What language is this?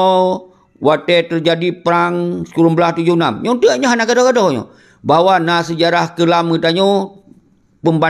Achinese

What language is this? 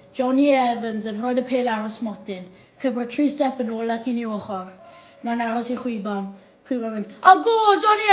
Welsh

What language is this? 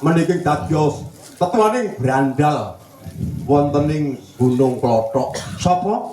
Javanese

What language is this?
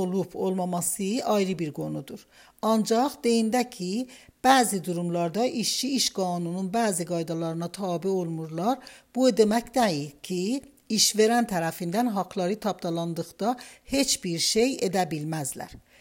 Azerbaijani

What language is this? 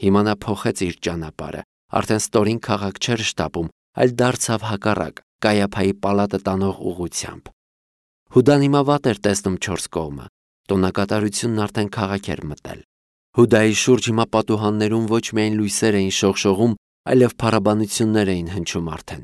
Armenian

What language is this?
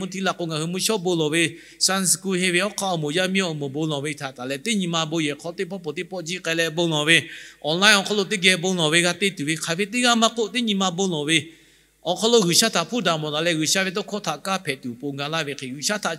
Lahu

